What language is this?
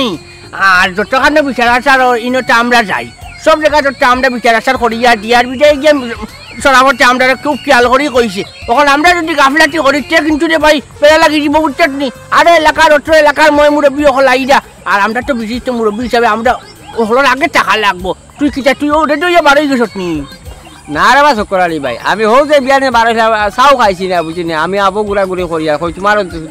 Sylheti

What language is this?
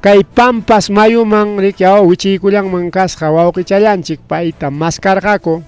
Ayacucho Quechua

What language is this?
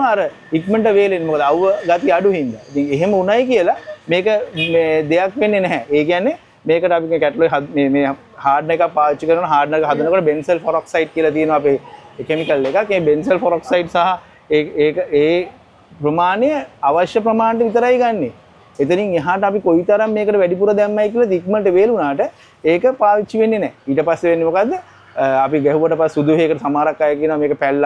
Sinhala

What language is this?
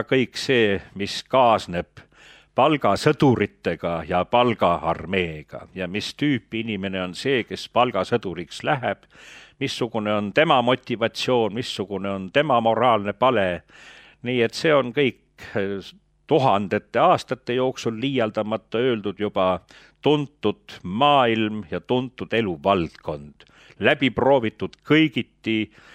Estonian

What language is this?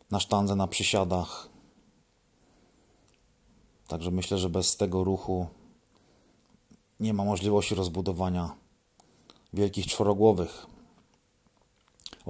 Polish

